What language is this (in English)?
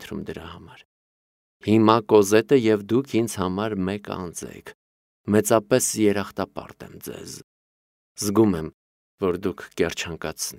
Armenian